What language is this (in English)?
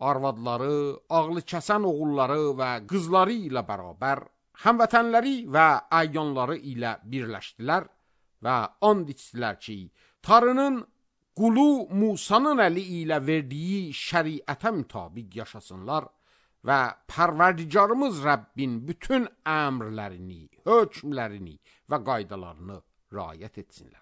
Azerbaijani